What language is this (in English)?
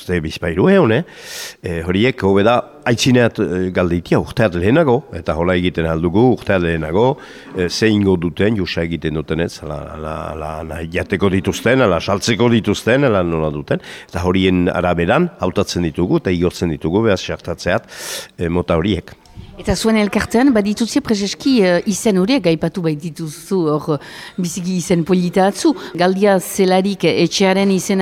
Basque